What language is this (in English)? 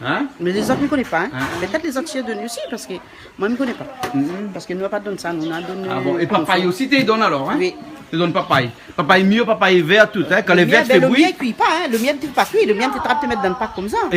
Réunion Creole French